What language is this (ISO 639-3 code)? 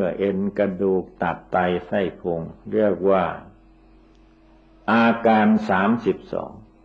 tha